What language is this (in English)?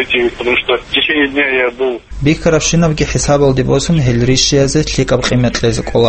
Avaric